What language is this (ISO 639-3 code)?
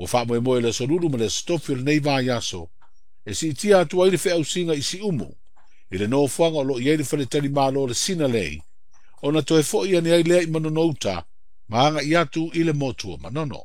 smo